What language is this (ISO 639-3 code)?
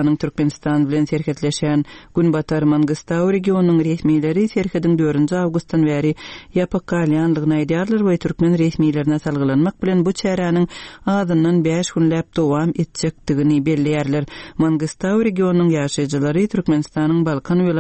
tuk